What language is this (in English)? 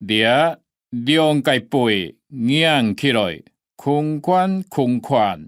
Hakka Chinese